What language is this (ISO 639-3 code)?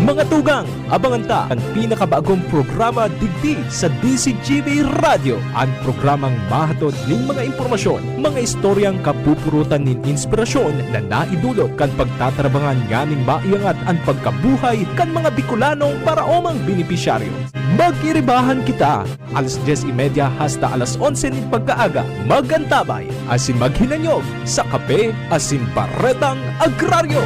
bik